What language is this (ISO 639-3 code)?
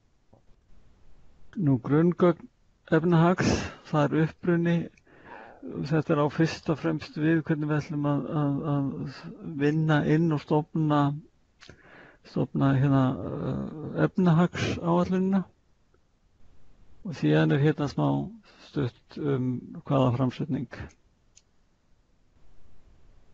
isl